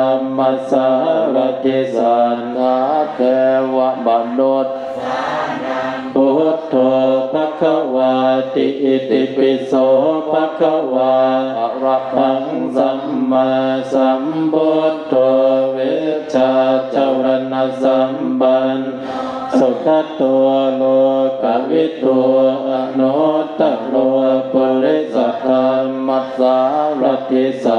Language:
Pali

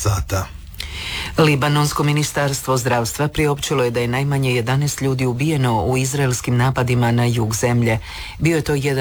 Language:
Croatian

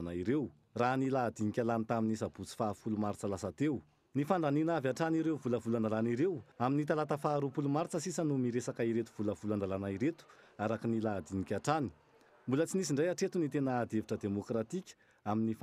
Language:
Malagasy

